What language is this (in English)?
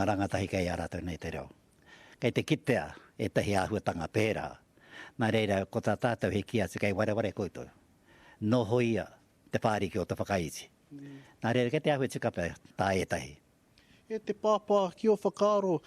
Māori